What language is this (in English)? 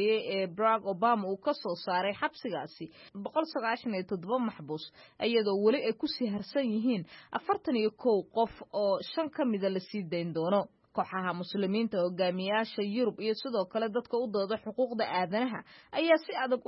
Somali